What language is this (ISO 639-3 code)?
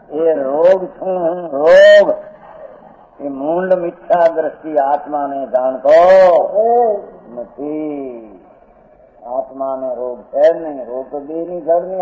guj